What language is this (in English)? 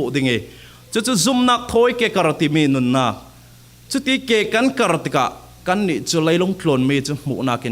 Falam Chin